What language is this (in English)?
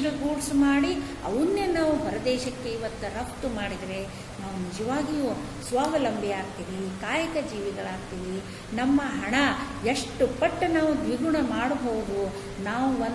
Kannada